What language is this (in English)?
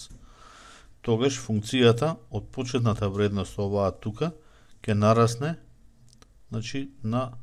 Macedonian